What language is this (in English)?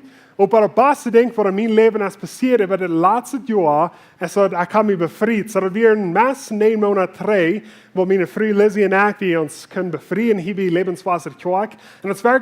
Plautdietsch